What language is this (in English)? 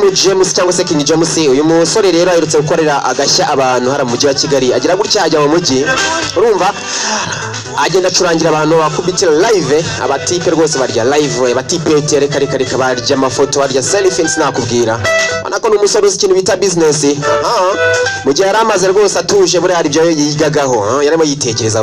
Kinyarwanda